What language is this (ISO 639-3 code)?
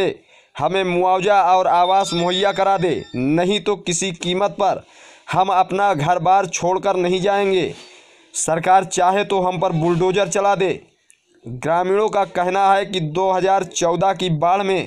hin